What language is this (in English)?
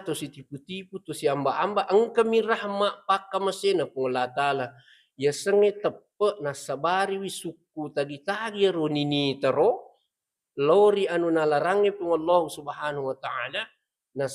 Buginese